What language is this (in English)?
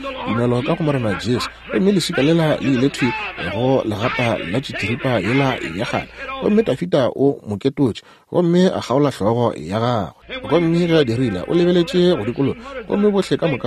Northern Sotho